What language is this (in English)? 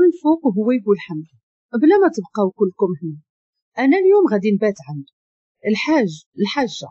Moroccan Arabic